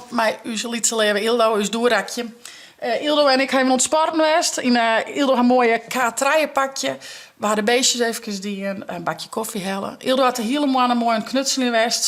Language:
Western Frisian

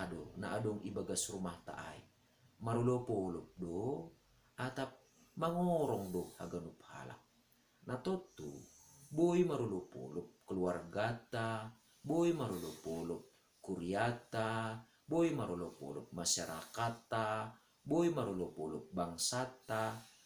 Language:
Batak Simalungun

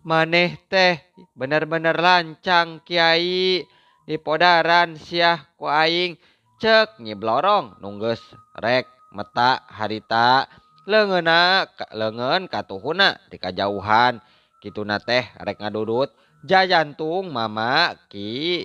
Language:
Sundanese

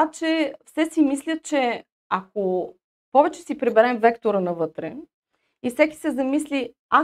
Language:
Bulgarian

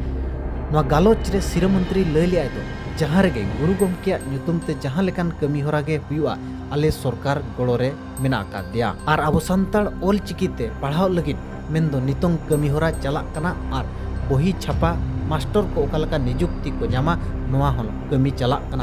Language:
Santali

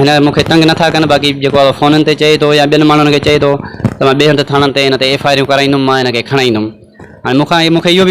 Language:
Sindhi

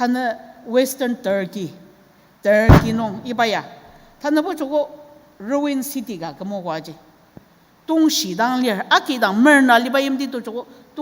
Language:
Ao Naga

